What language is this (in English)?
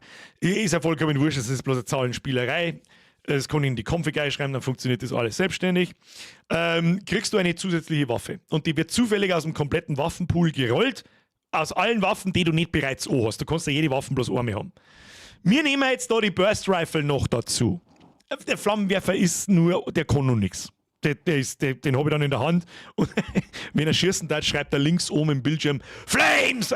Bavarian